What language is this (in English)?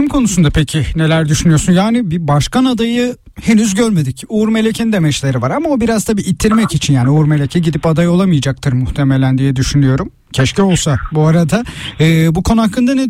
Turkish